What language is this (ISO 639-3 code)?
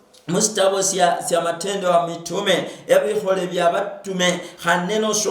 luy